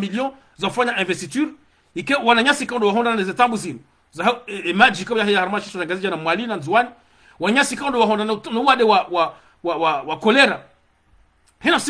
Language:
Ngazidja Comorian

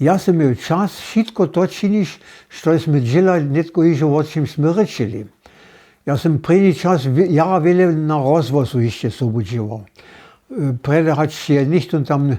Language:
Upper Sorbian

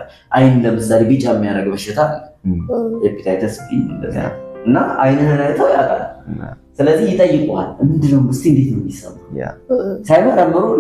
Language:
Amharic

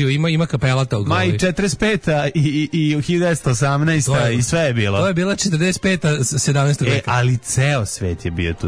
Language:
Serbian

